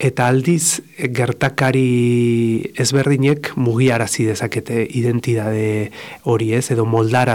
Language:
Basque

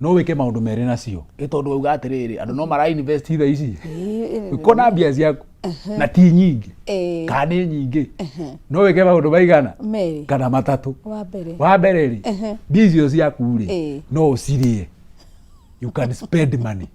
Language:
Kikuyu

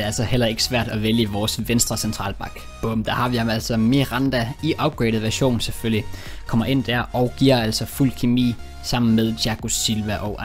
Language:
Danish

